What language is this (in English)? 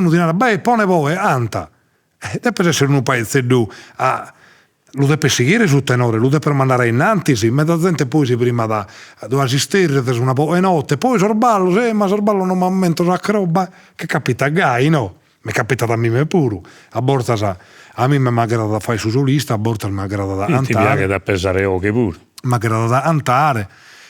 Sardinian